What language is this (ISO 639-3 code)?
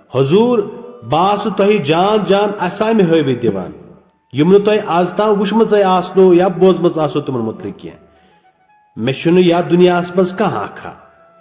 kas